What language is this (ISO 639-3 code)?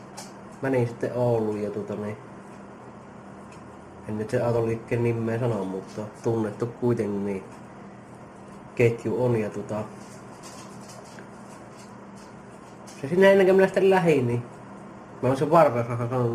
fin